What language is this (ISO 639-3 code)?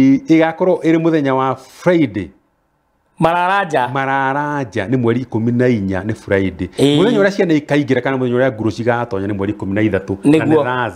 kik